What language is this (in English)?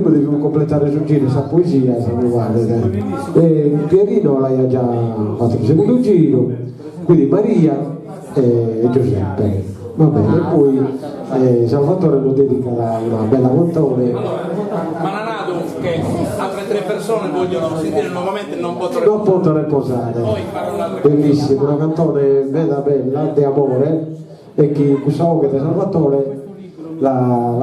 Sardinian